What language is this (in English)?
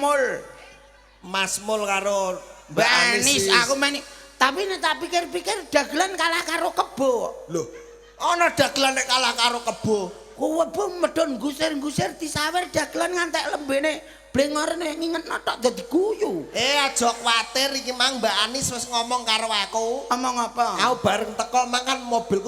Javanese